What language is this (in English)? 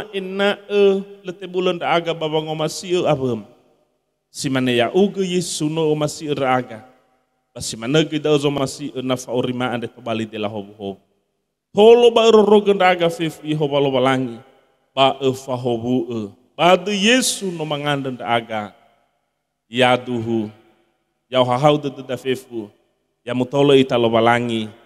Nias